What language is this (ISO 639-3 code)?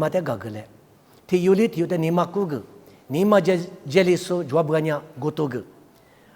lis